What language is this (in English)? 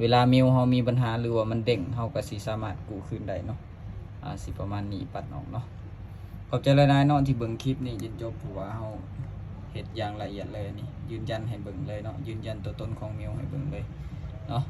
Lao